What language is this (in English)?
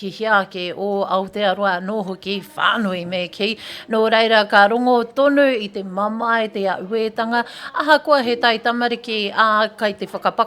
Māori